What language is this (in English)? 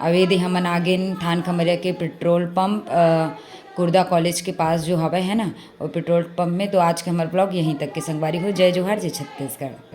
Chhattisgarhi